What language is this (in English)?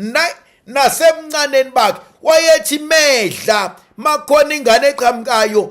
Zulu